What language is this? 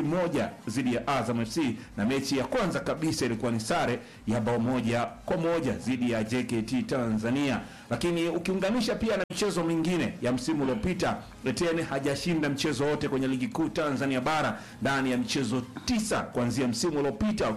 Swahili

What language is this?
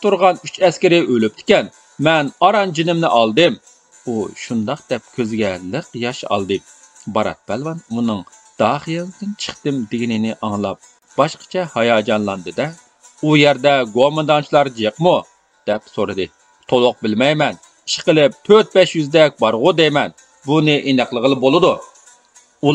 Uyghur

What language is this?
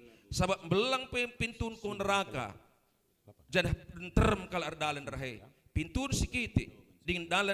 Batak Karo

